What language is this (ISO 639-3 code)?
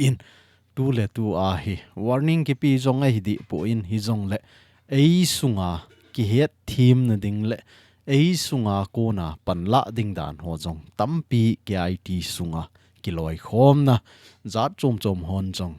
tcz